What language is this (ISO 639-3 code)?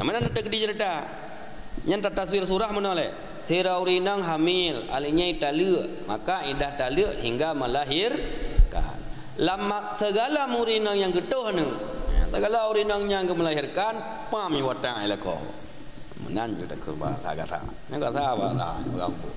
ace